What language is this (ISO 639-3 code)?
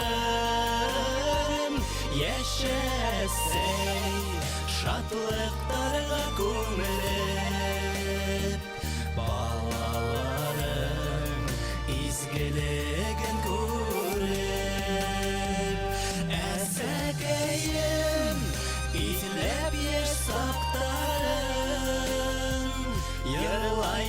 bak